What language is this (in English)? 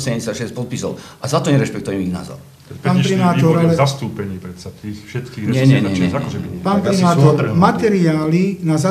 Slovak